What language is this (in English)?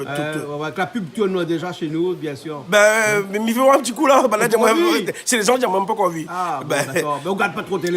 Réunion Creole French